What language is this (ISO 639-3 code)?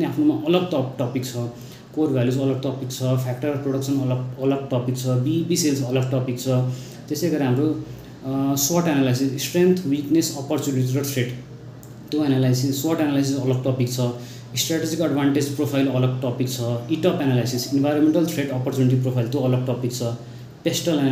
nep